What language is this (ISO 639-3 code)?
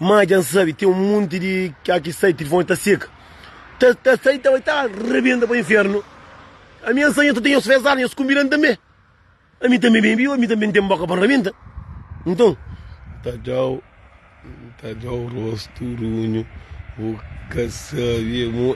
kea